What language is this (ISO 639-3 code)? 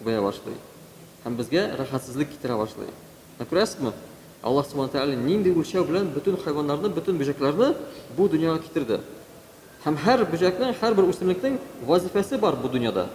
tat